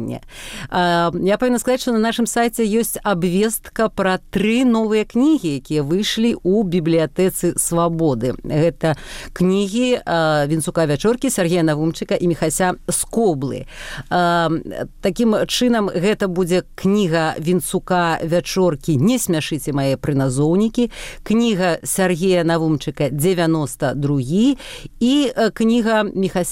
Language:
Belarusian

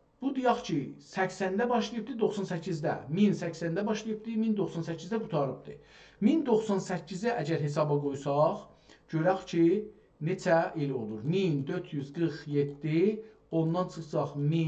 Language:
South Azerbaijani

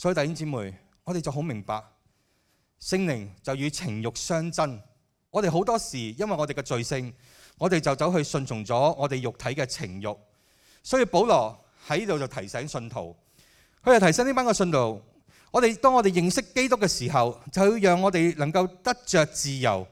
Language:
Cantonese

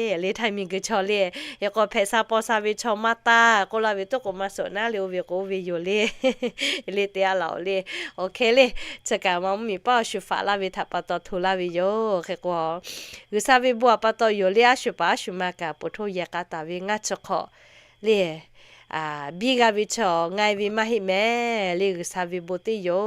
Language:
Lahu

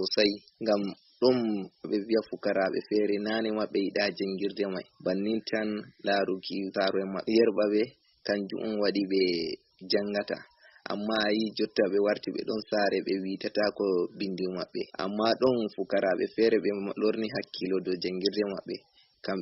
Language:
Fula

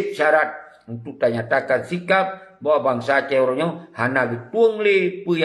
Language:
Achinese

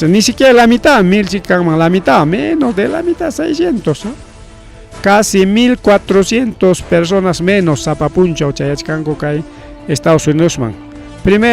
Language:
Ayacucho Quechua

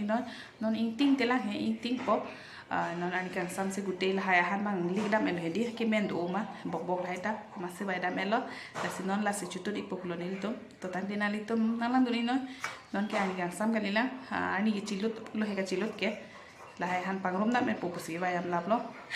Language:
Karbi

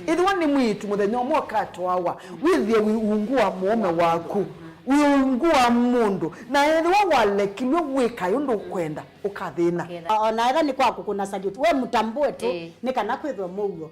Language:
Kamba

